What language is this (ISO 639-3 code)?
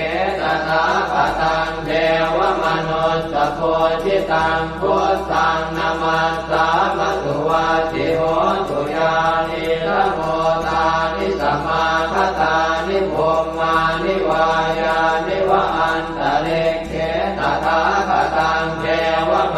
pli